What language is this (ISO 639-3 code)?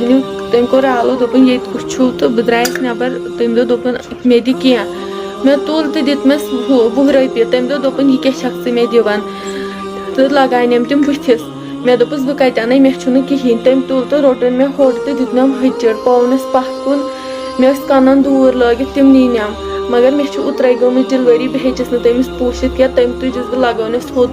kas